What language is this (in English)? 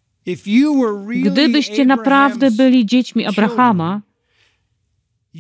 Polish